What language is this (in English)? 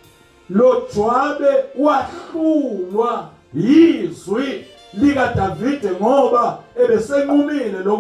Zulu